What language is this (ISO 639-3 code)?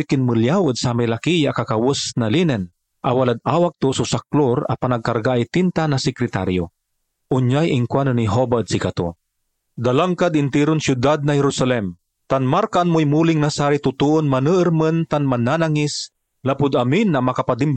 pag